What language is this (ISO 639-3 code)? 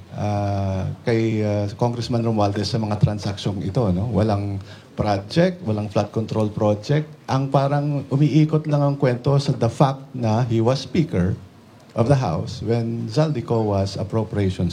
fil